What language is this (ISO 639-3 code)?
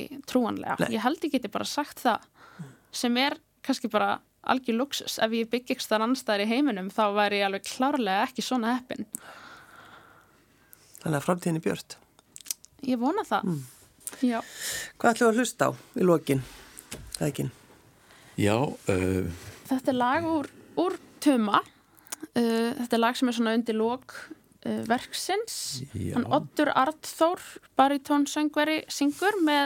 isl